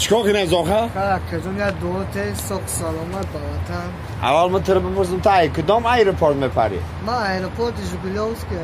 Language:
Tajik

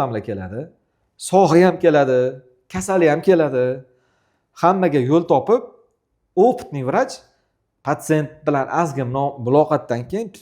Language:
Uzbek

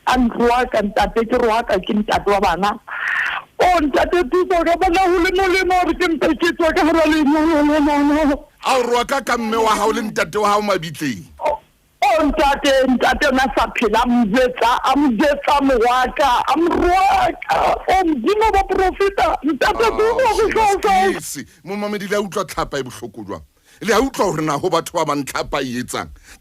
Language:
Southern Sotho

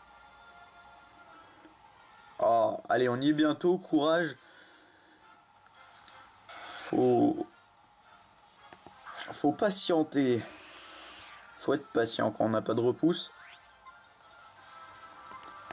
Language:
French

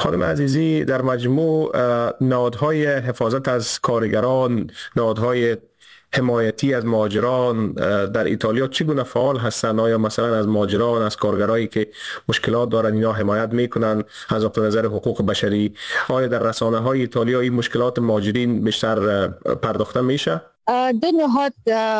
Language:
Persian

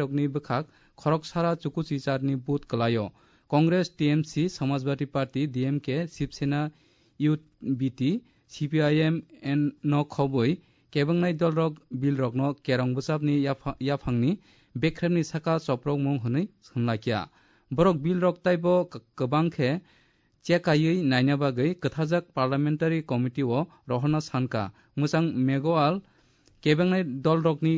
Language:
Kok Borok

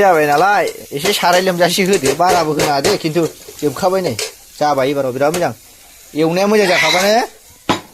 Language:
Bodo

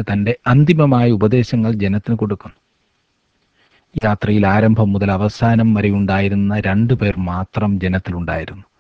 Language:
Malayalam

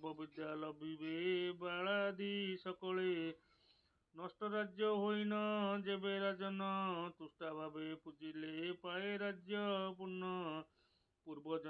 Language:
Odia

